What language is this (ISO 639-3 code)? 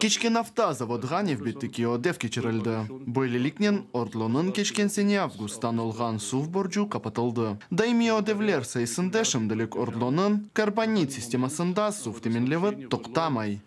crh